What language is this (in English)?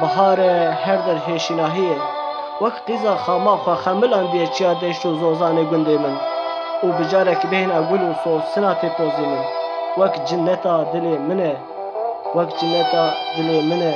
Kurdish